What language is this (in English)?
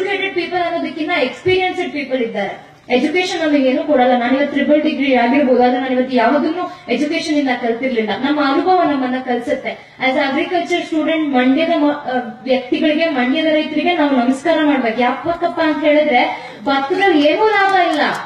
Kannada